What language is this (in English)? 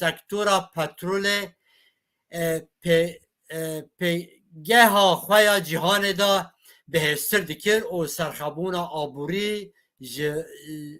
Kurdish